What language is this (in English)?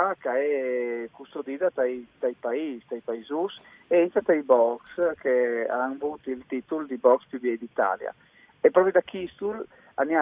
Friulian